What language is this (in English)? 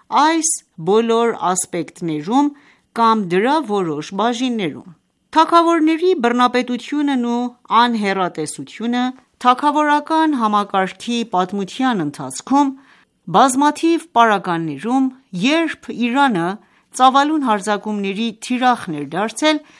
Armenian